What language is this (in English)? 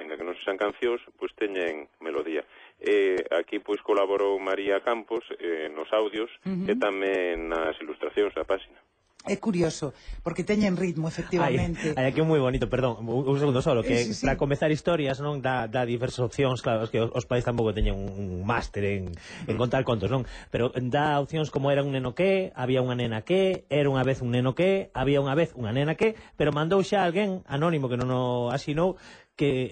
Galician